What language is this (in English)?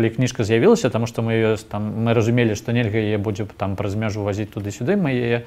Belarusian